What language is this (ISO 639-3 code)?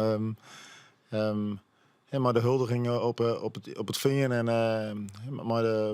fry